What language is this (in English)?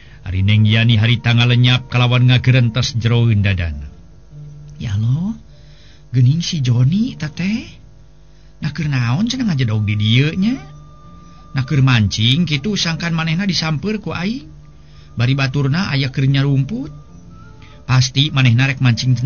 Sundanese